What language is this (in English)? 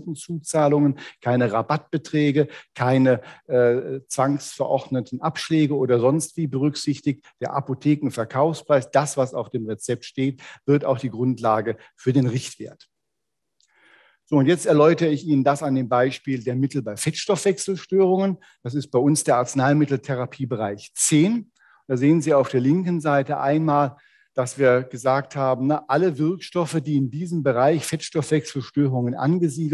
German